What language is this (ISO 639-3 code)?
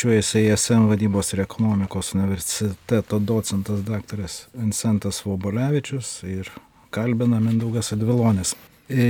lit